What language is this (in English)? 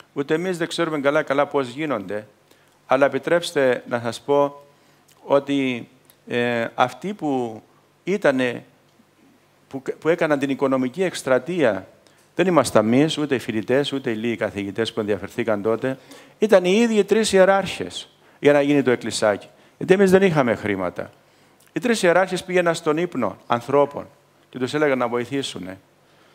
Greek